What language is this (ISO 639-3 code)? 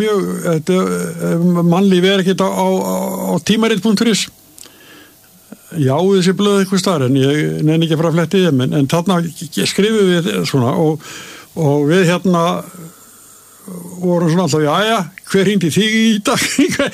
isl